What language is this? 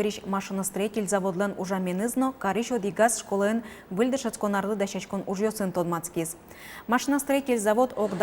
Udmurt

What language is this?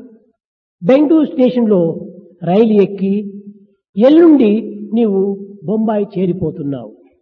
Telugu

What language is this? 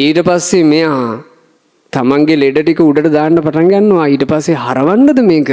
Sinhala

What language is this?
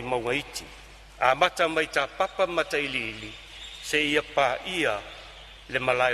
Samoan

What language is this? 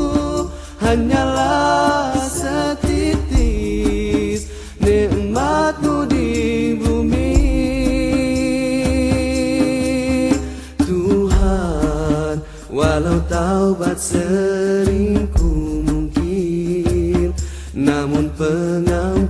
Malay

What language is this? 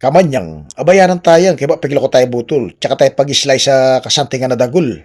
Pampanga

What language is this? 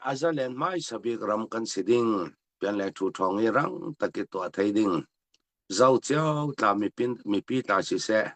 Falam Chin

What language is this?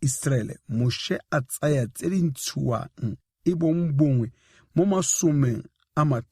Tswana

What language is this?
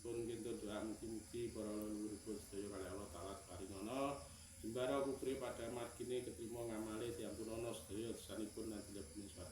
Javanese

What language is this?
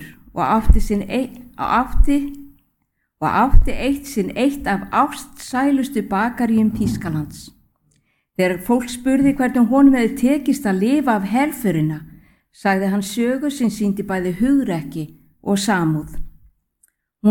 Icelandic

